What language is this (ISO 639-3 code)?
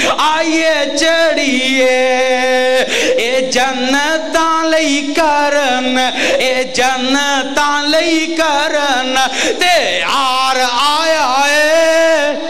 lah